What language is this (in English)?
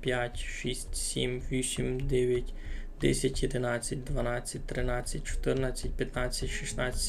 Rusyn